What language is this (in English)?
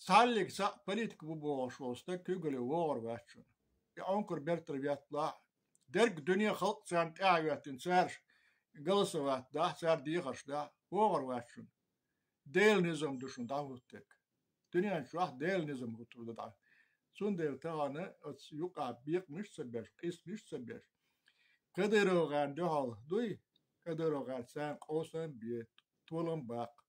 Chechen